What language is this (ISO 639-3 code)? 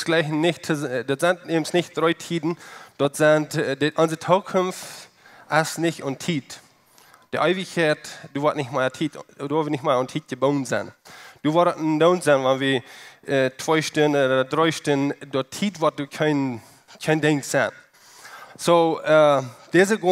pdt